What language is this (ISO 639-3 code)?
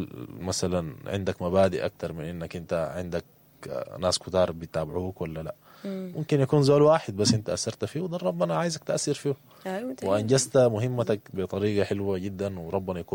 apd